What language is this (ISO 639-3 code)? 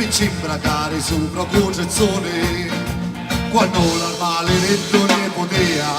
scn